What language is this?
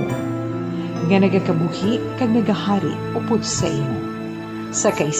Hiligaynon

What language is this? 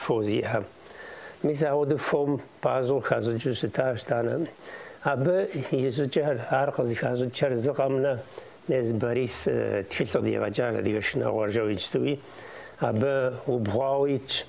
Kabardian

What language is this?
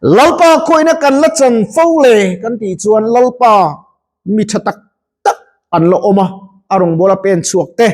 Mizo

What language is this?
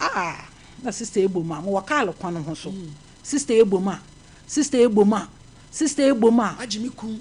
Akan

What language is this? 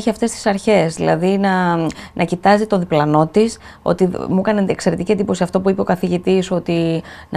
Greek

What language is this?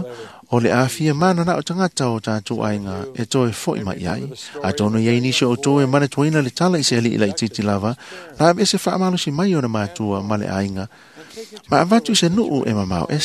Samoan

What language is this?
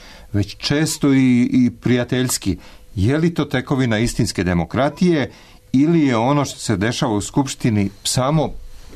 Serbian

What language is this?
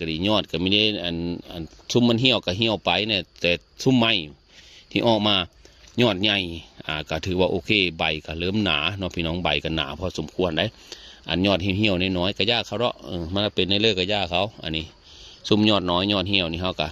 Northeastern Thai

